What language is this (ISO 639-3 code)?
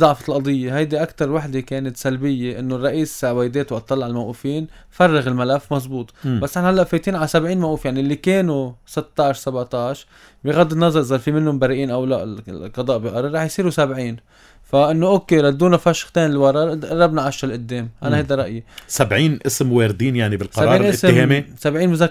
apc